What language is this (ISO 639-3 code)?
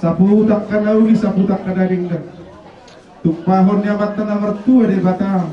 bbc